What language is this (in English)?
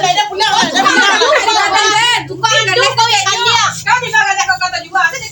Minangkabau